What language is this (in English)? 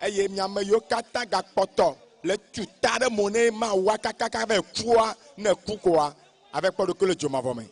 Ewe